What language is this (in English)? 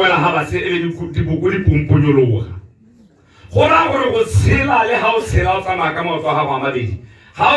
Tswana